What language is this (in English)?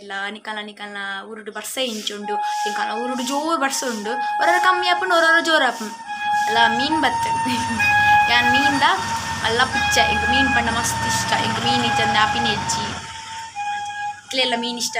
Tulu